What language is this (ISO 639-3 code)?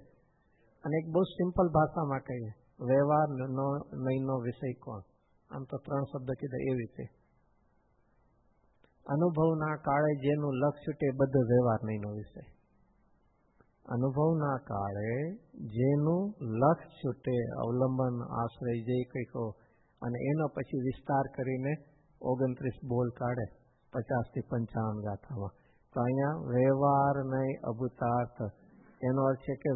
guj